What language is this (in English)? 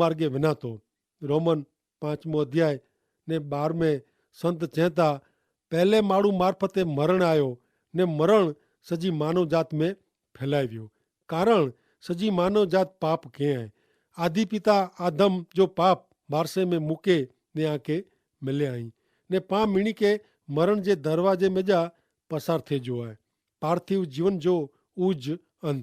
Kachhi